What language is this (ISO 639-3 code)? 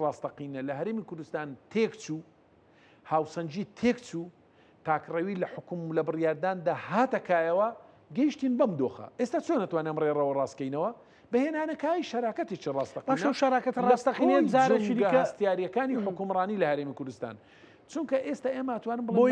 ckb